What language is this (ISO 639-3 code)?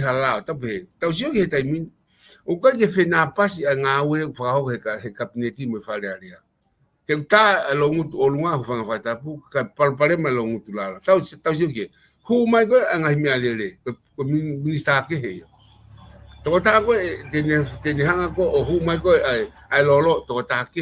ton